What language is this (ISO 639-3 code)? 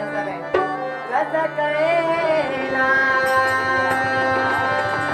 mar